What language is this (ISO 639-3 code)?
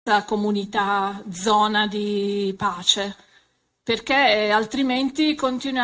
ita